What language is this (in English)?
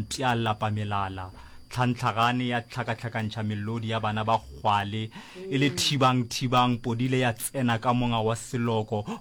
Northern Sotho